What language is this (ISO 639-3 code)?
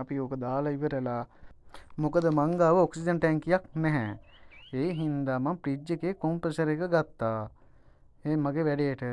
sin